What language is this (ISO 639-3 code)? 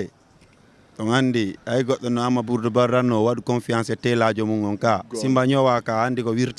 ful